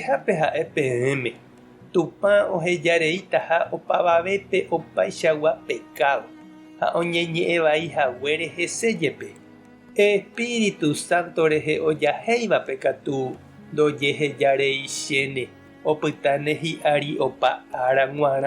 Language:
Guarani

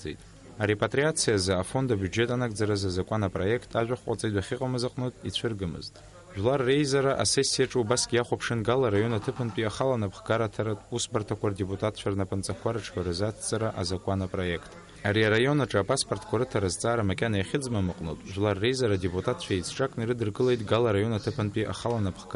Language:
Abkhazian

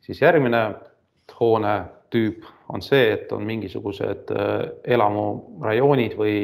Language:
Estonian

